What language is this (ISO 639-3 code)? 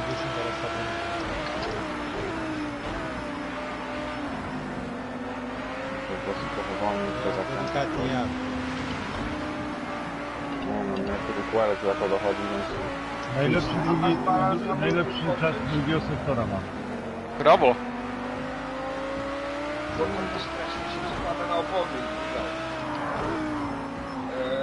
pol